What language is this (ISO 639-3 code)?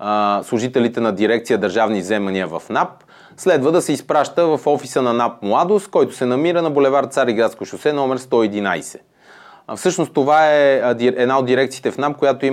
bul